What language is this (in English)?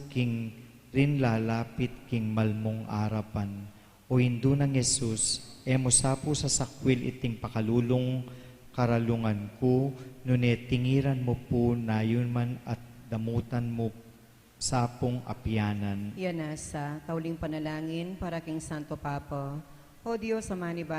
Pampanga